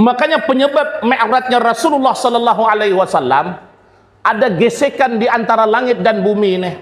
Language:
Banjar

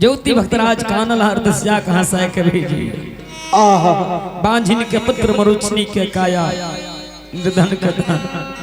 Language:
Angika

